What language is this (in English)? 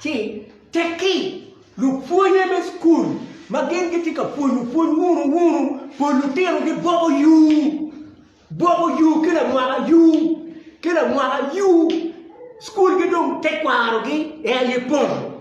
Acoli